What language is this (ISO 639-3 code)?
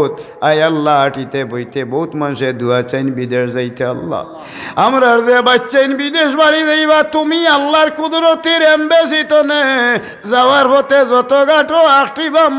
syl